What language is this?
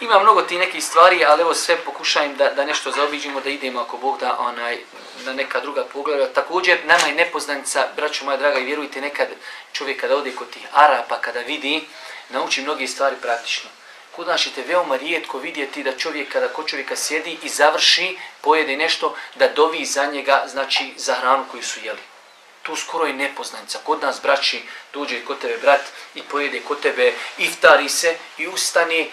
Bosnian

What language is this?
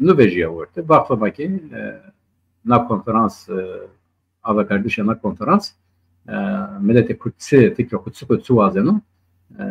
Zaza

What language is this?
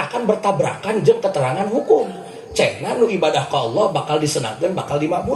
Sundanese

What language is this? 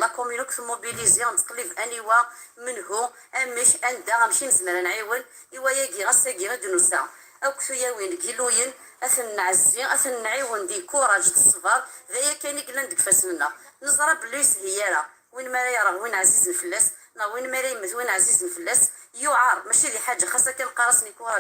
Kabyle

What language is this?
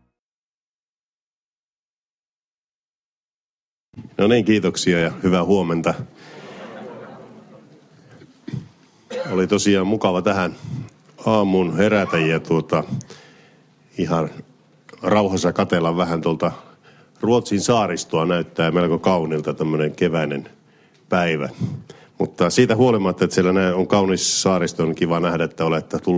Finnish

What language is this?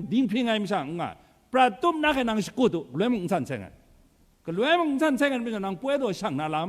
Kachin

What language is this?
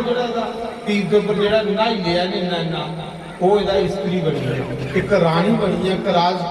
Dogri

